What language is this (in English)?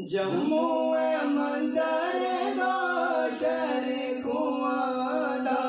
Dogri